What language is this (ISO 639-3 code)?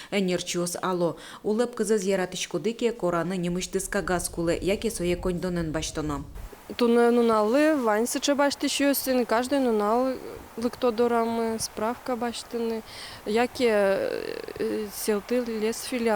udm